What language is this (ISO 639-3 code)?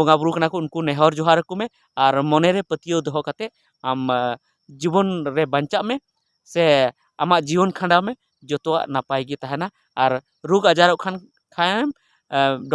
sat